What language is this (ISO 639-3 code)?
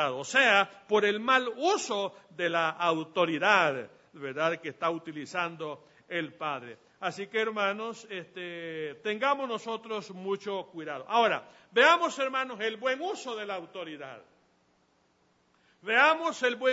spa